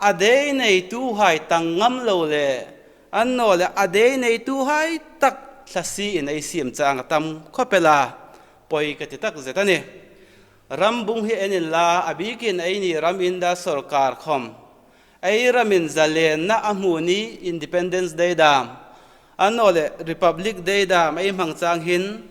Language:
Hmar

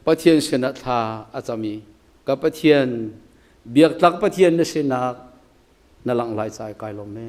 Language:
Hakha Chin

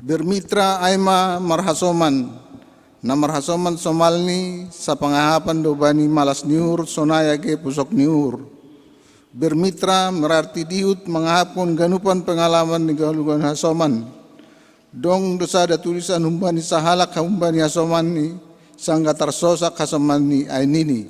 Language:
Batak Simalungun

